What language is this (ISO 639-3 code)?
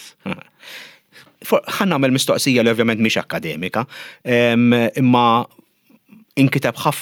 mlt